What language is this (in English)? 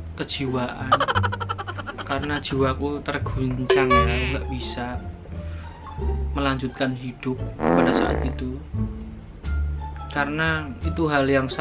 Indonesian